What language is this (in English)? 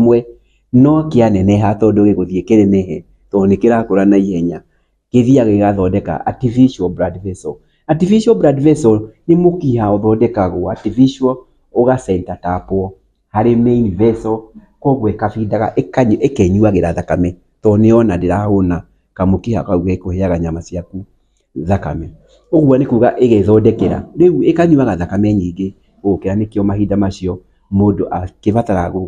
Kikuyu